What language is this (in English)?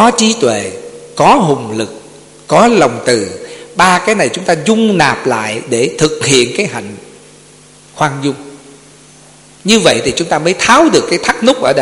Vietnamese